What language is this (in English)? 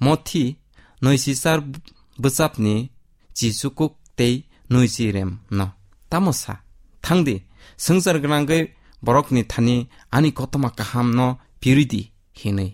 Kok Borok